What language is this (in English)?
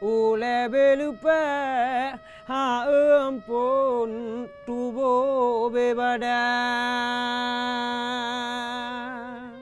Achinese